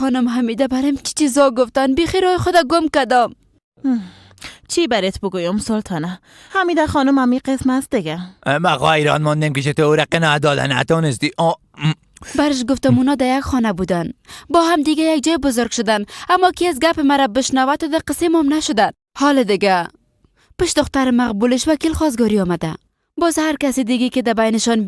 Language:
Persian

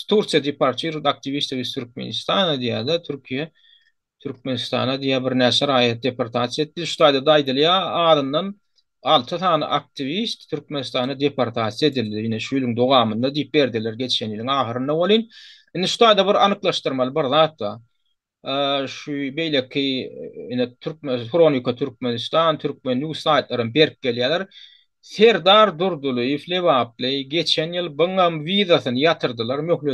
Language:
Turkmen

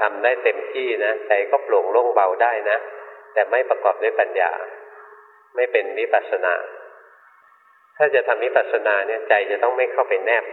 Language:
Thai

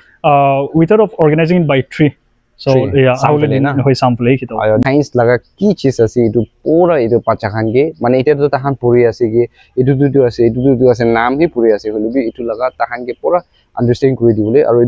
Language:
Naga Pidgin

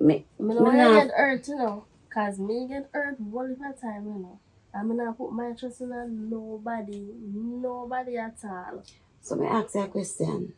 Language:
Jamaican Creole English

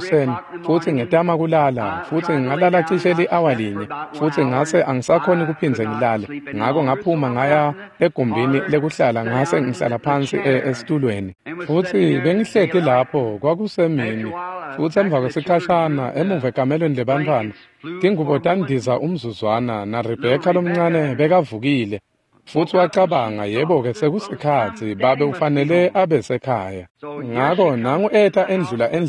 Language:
Swati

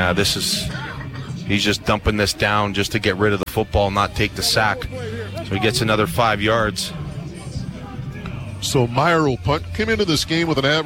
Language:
English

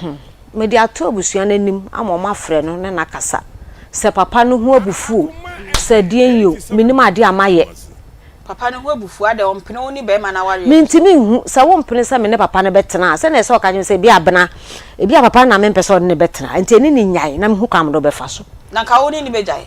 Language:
Akan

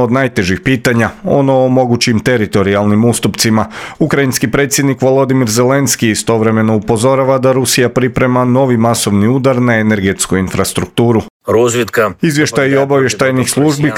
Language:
Croatian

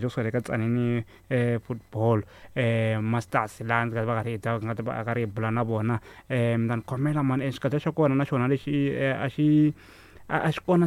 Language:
Tsonga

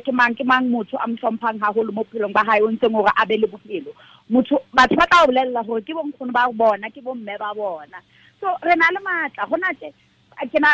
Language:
Tswana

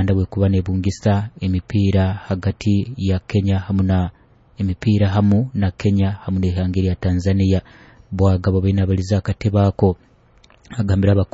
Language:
Nyoro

